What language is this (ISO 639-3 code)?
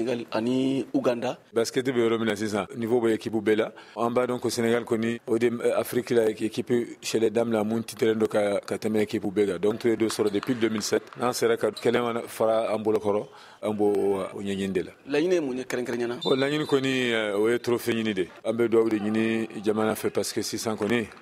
bam